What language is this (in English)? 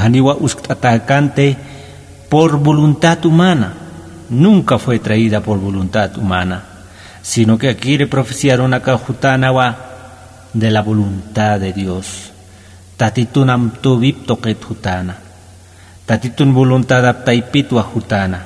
Aymara